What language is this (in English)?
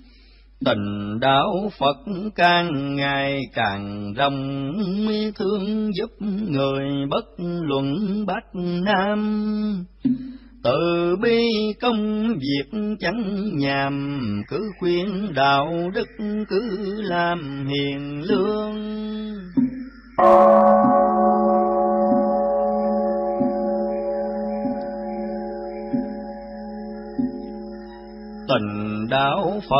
Vietnamese